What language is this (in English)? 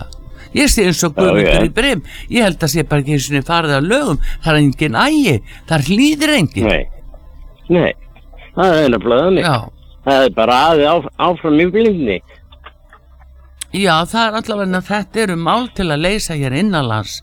Icelandic